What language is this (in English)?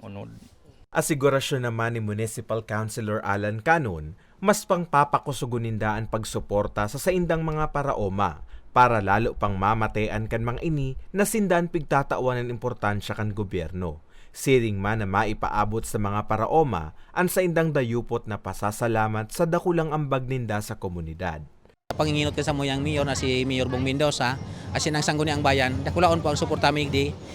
Bikol